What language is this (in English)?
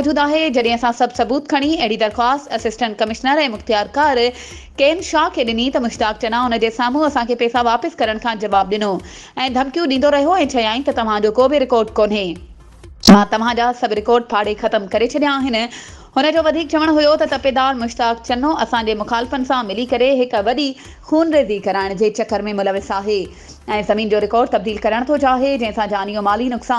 Sindhi